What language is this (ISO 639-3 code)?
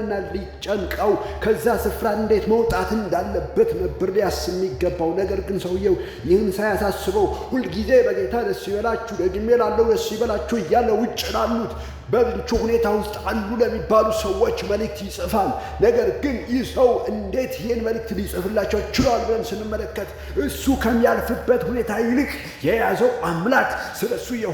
amh